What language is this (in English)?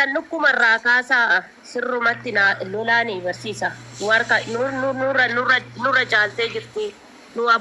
Oromo